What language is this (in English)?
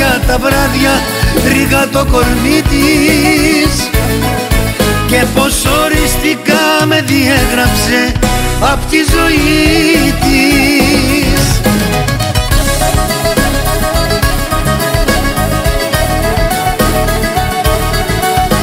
Greek